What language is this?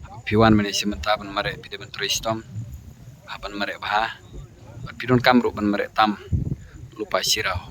Khasi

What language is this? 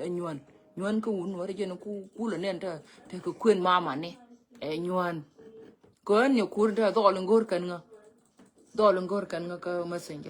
Nuer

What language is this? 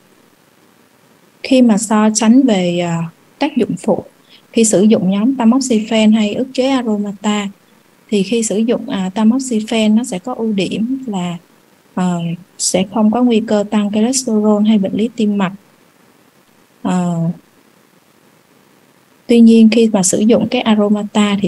Vietnamese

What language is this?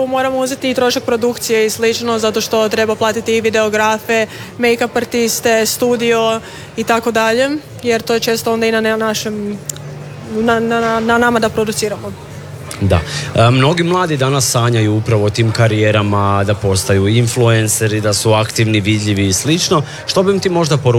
Croatian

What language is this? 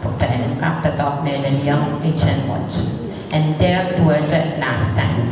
Pohnpeian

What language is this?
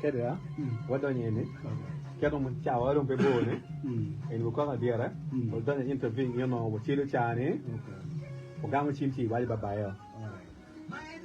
Acoli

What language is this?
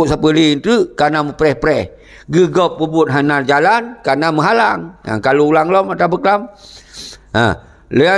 Achinese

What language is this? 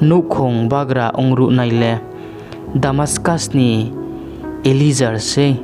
Riang (India)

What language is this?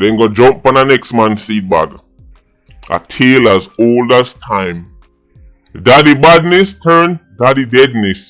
Jamaican Creole English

